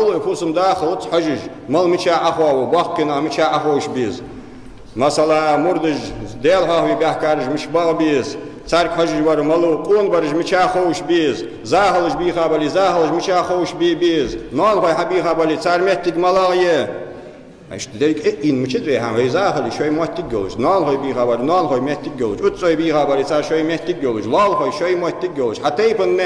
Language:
Ingush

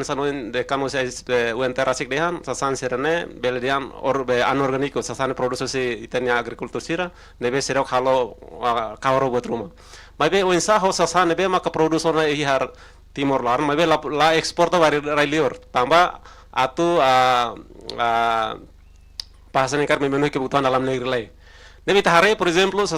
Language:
Tetum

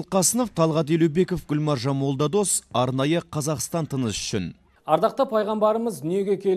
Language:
Kazakh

